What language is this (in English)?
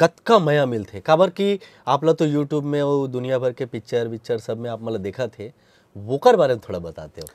Chhattisgarhi